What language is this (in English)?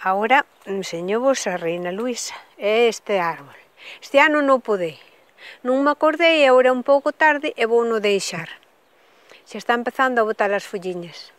Galician